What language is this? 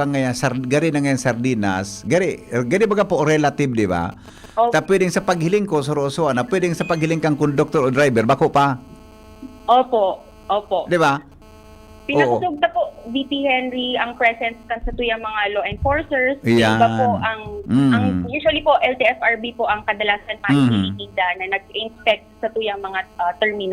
Bikol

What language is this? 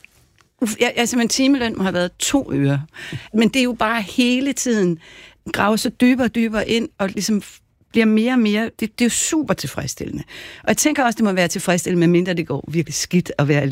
Danish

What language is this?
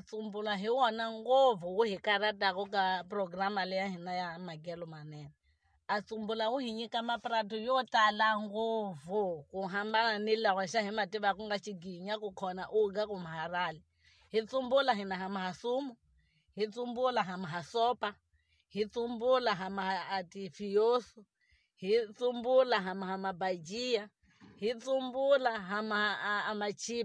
Tsonga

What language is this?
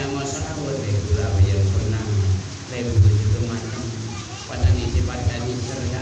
Madurese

